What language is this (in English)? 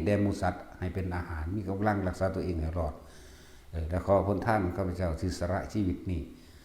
Northeastern Thai